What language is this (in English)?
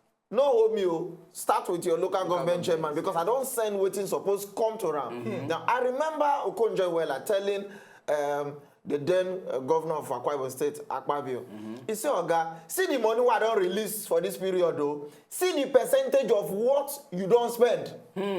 Nigerian Pidgin